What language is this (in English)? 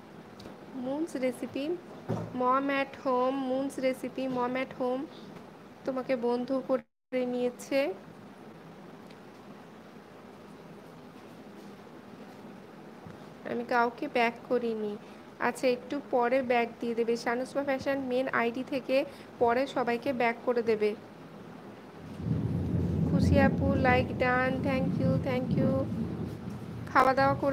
Bangla